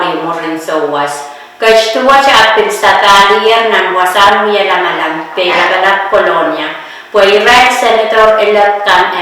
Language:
Pohnpeian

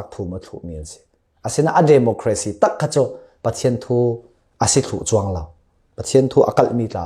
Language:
Falam Chin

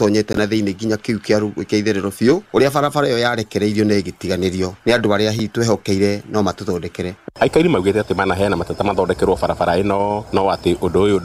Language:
Kikuyu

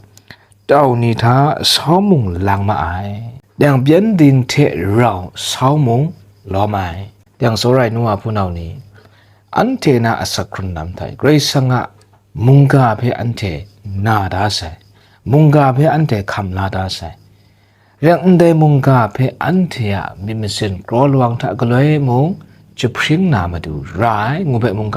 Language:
Kachin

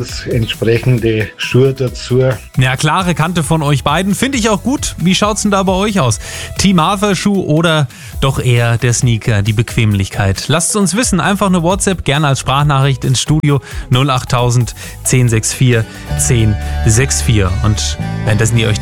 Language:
German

